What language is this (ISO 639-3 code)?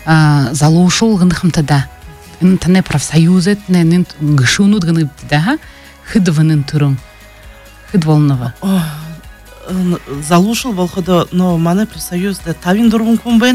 bua